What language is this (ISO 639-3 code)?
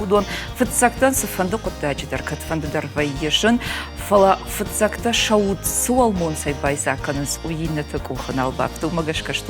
oss